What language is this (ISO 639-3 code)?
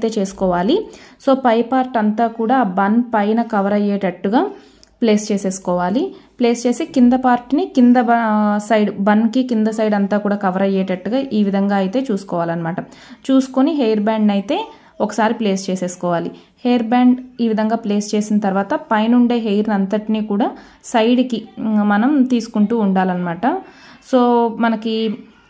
tel